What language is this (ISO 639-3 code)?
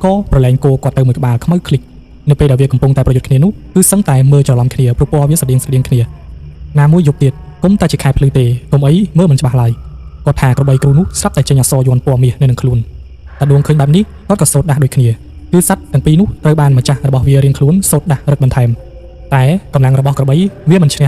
khm